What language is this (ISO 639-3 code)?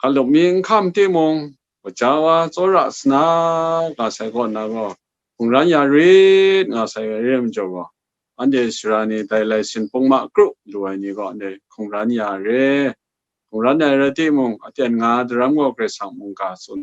kac